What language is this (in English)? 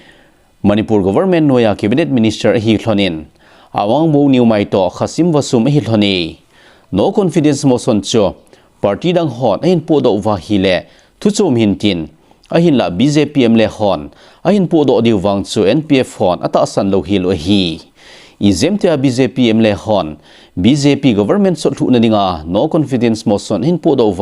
Thado Chin